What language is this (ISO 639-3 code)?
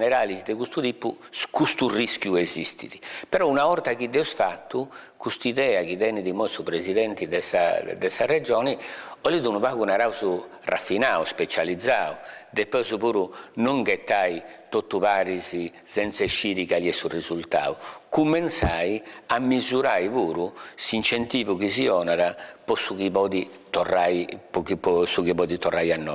srd